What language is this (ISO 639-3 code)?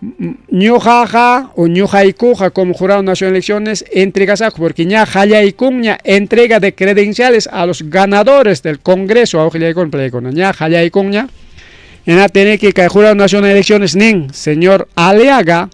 quy